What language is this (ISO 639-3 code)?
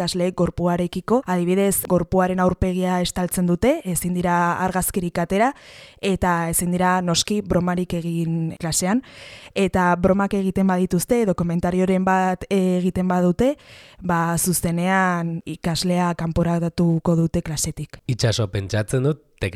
eus